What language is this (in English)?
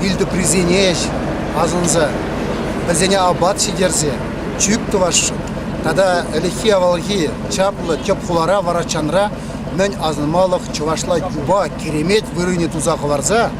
Chuvash